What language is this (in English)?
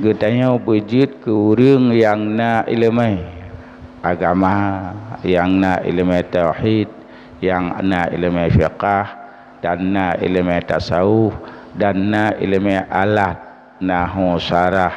Achinese